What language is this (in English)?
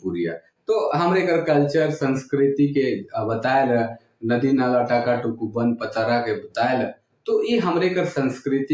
Sadri